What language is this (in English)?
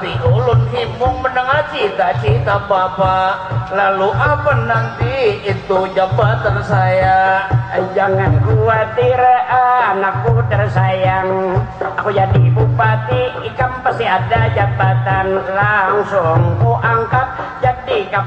Banjar